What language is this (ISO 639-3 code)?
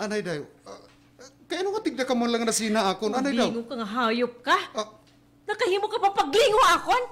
war